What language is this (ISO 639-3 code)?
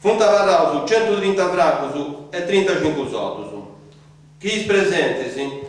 srd